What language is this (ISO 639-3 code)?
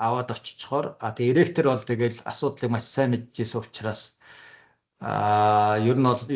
mon